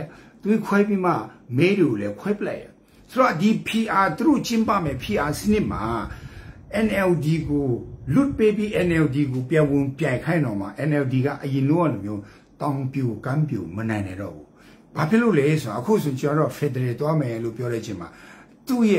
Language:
Burmese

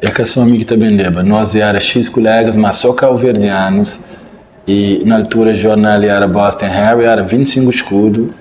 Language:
Kabuverdianu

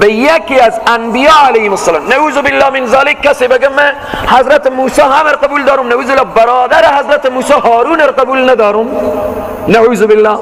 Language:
Persian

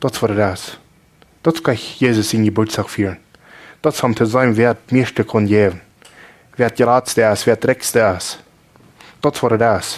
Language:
Plautdietsch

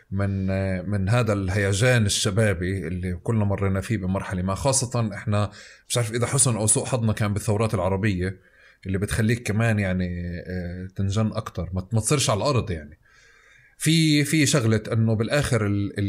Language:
North Levantine Arabic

